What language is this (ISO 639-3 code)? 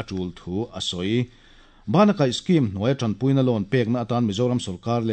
lus